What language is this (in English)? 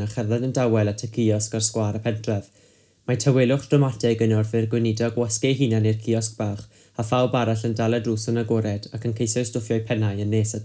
Welsh